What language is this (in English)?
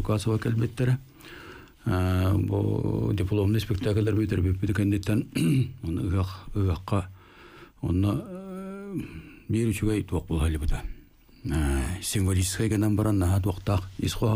Yakut